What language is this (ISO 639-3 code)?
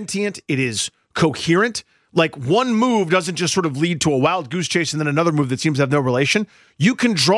eng